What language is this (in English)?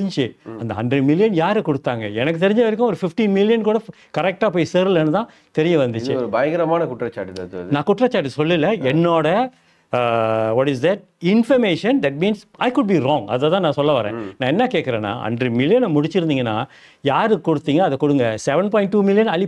Tamil